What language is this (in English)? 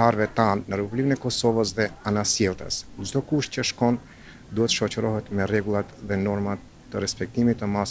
Macedonian